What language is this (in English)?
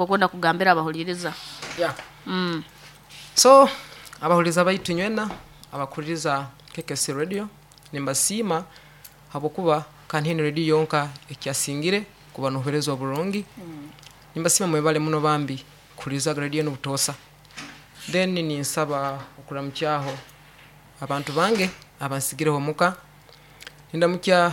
Nyoro